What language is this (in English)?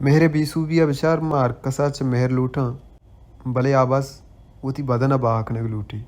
Baluchi